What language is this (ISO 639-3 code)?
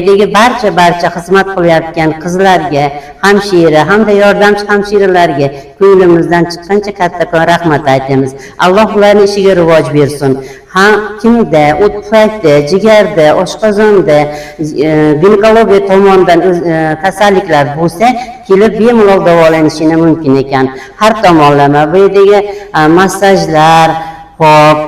uzb